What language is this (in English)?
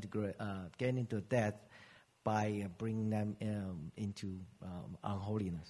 Chinese